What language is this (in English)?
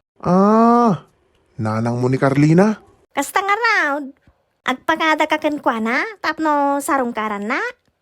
Iloko